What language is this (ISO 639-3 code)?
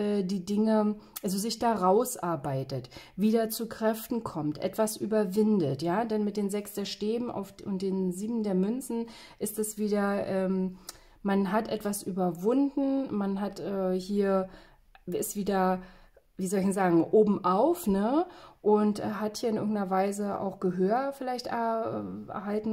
deu